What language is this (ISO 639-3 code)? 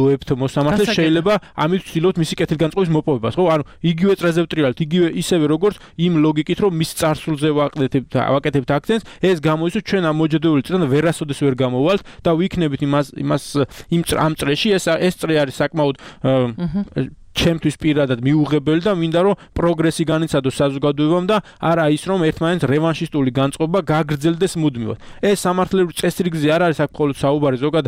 kat